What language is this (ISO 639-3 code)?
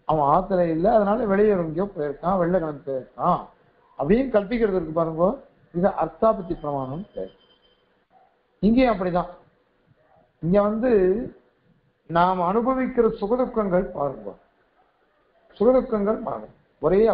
tam